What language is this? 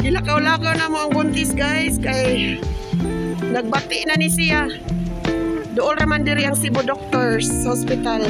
Cebuano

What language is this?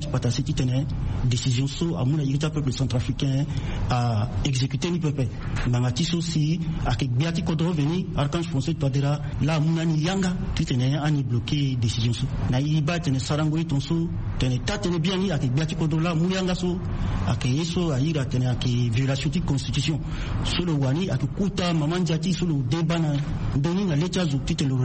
Sango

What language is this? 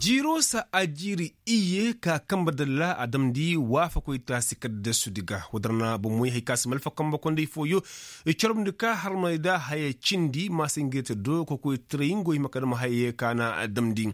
Koyraboro Senni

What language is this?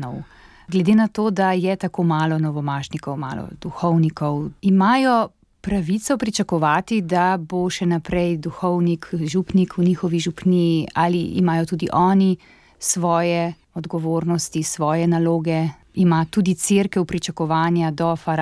Slovenian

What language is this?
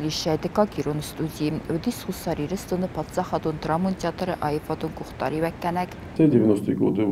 Ossetic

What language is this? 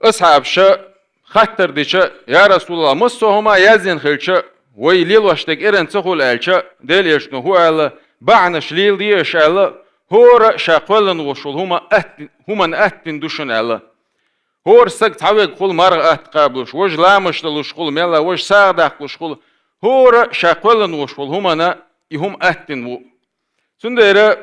Chechen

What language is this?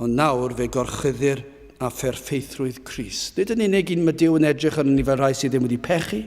Welsh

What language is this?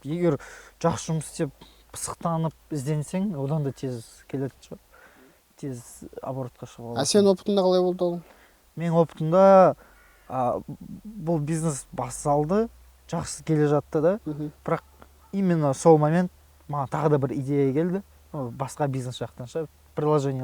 Kazakh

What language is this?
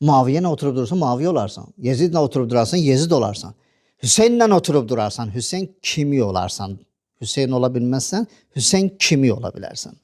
Azerbaijani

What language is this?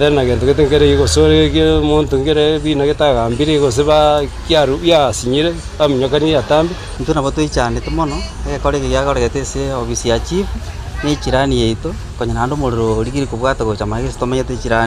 Gusii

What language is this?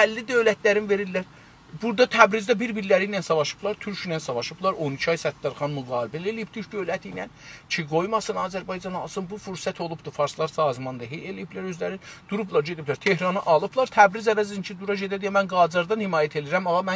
South Azerbaijani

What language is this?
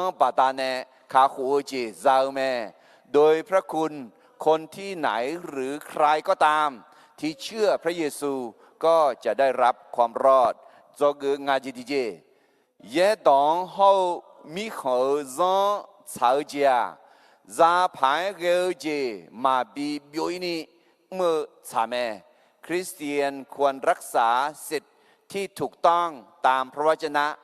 Akha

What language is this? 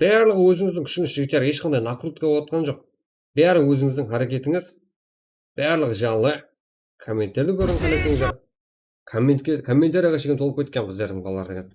Kara-Kalpak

